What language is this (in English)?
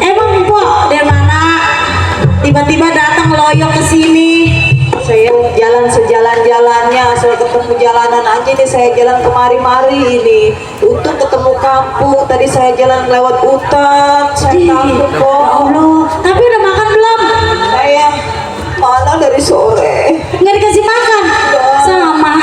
Betawi